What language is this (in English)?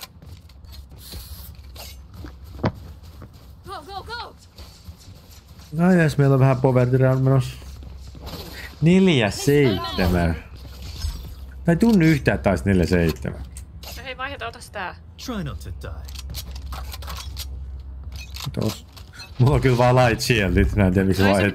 Finnish